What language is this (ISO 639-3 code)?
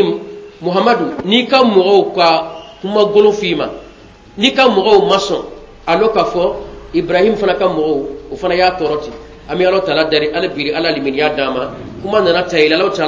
bam